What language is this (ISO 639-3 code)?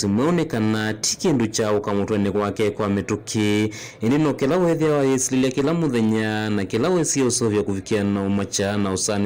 kam